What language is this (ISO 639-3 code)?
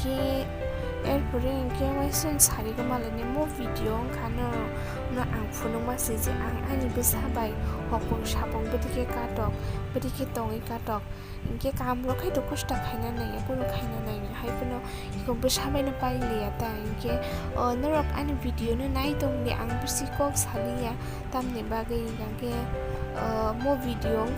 trp